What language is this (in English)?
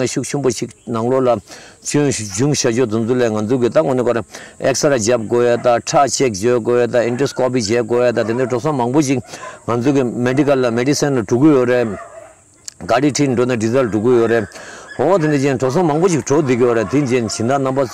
Tibetan